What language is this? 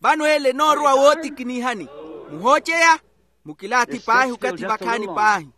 Makhuwa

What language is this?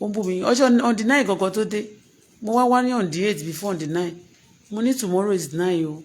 Yoruba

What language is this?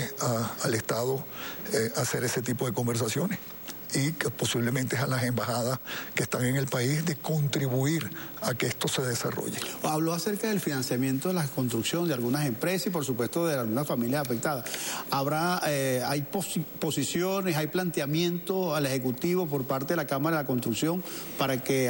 Spanish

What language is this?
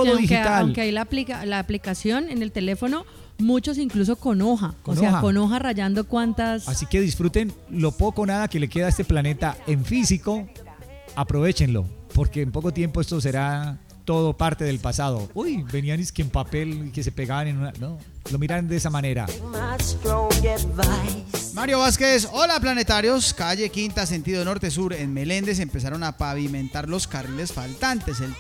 Spanish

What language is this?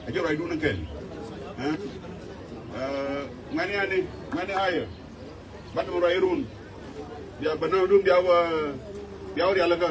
Nuer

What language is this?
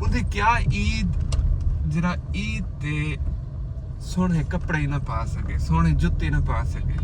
Saraiki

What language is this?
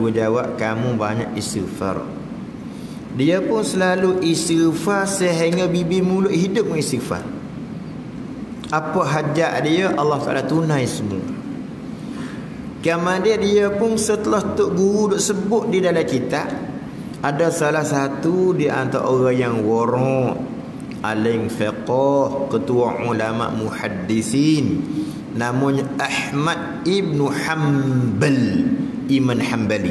Malay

